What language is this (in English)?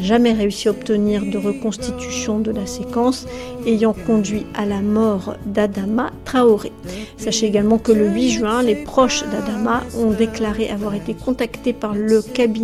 French